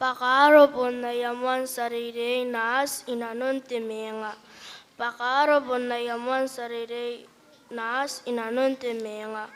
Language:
Gilbertese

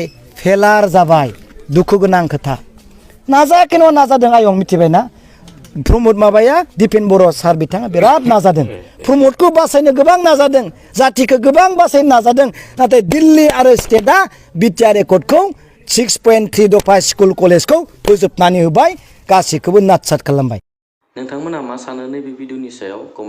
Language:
Bodo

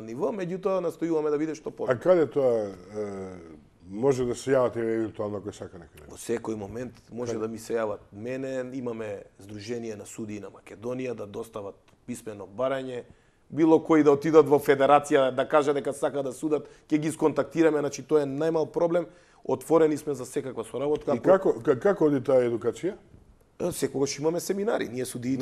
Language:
Macedonian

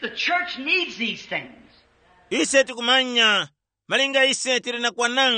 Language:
Tumbuka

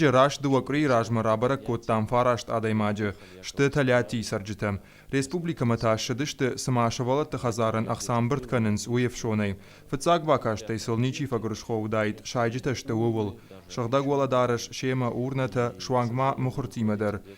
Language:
Ossetic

